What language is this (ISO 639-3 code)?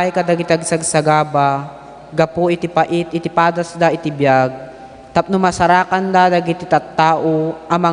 ilo